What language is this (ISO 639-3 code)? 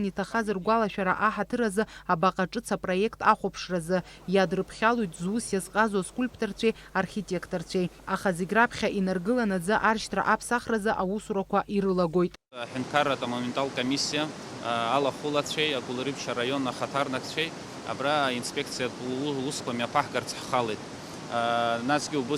abk